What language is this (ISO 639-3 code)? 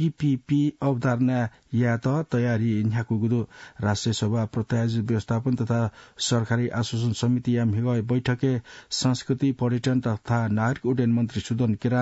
new